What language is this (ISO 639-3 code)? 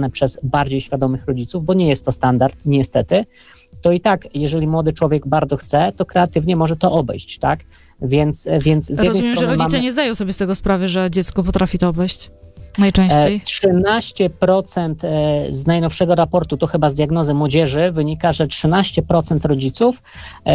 pol